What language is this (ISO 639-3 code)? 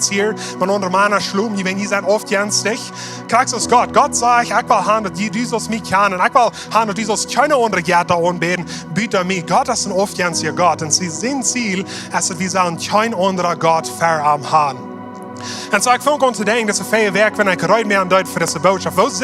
pdt